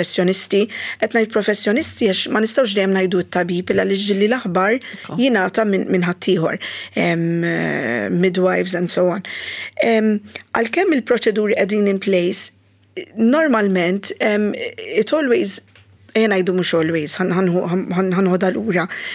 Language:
Maltese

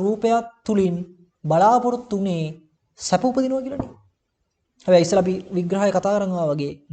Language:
Sinhala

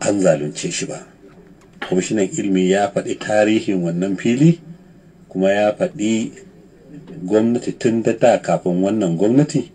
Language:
Hausa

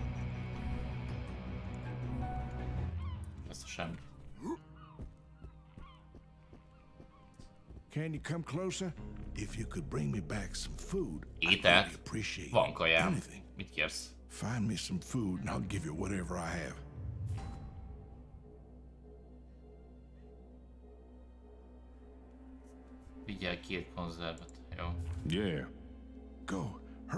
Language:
Hungarian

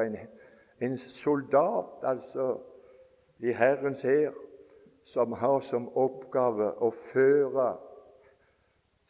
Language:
Norwegian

